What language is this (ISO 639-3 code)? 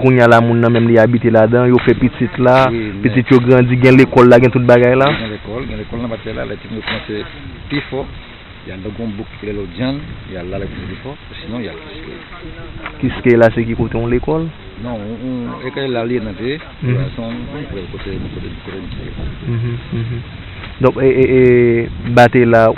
hat